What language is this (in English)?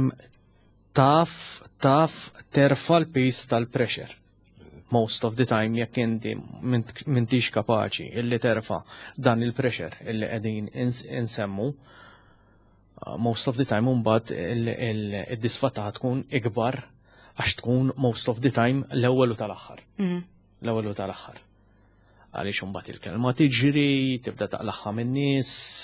Maltese